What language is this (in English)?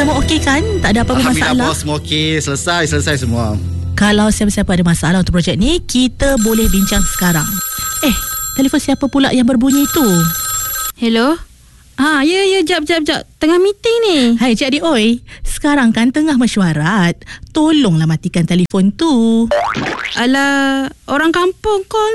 Malay